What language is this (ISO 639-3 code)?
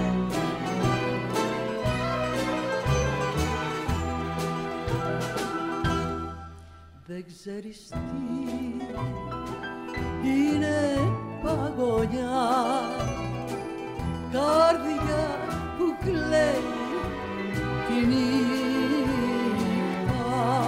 ell